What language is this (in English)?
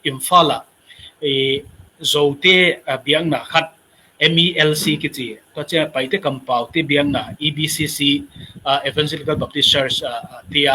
Tedim Chin